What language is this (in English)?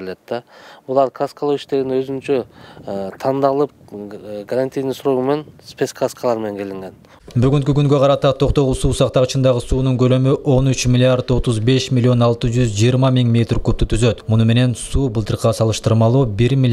Kyrgyz